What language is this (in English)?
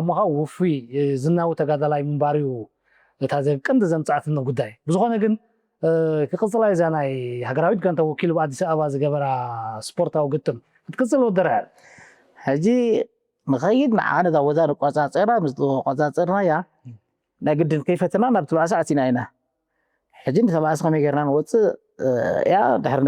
Tigrinya